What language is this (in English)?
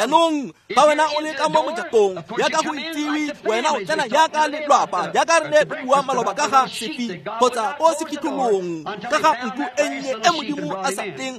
Tswana